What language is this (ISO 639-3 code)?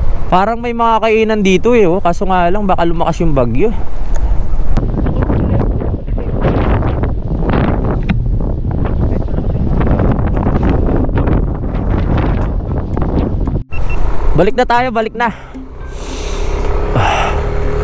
fil